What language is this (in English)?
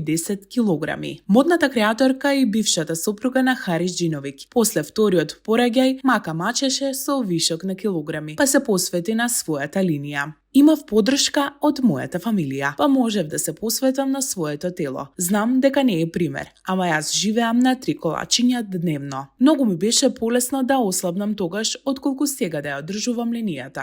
Macedonian